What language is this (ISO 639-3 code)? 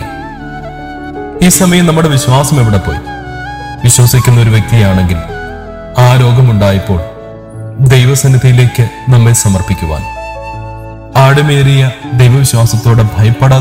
mal